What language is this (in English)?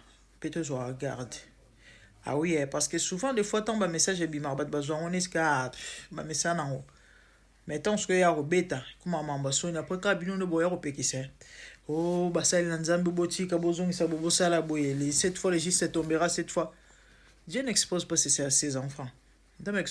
Lingala